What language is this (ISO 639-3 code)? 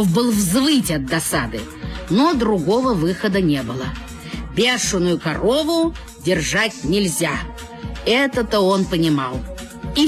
rus